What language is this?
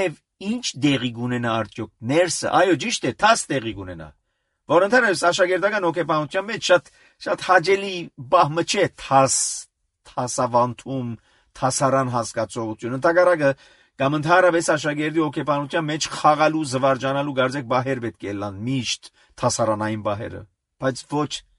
Armenian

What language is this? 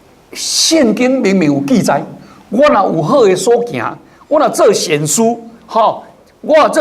Min Nan Chinese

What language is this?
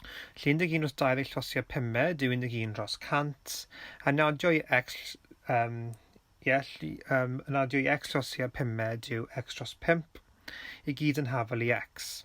Welsh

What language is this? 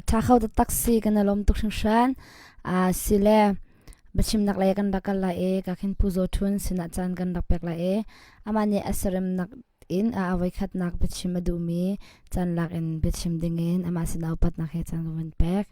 Hakha Chin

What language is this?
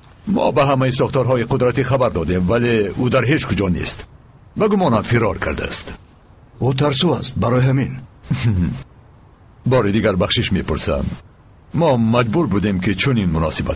Tajik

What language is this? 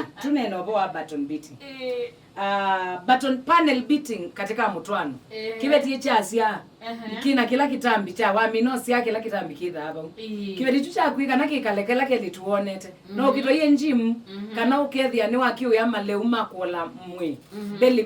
Kamba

